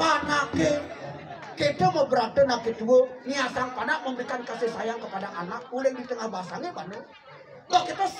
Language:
Balinese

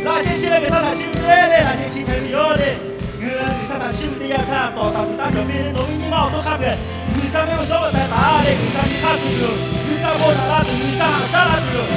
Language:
Lahu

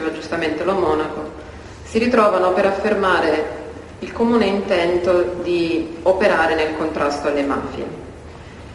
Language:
Italian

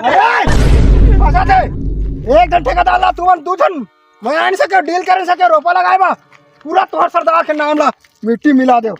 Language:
Chhattisgarhi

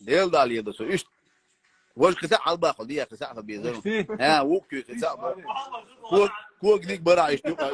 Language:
Chechen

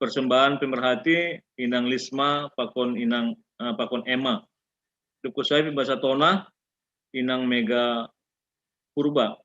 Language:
Batak Simalungun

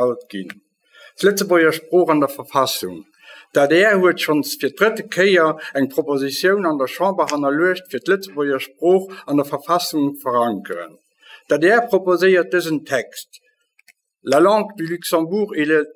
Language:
Luxembourgish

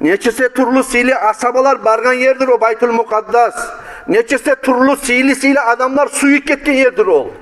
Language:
Kumyk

